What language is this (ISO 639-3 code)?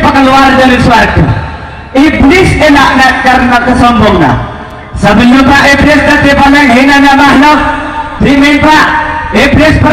mad